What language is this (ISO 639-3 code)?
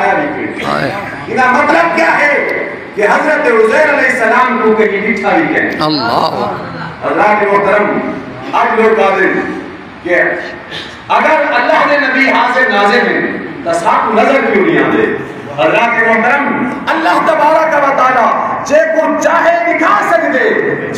skr